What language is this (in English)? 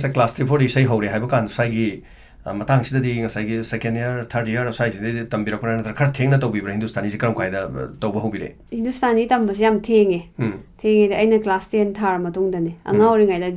Manipuri